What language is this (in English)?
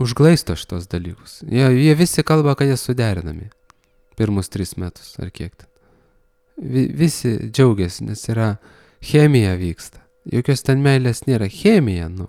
Lithuanian